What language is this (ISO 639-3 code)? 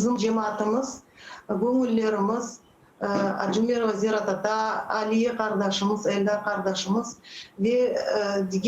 crh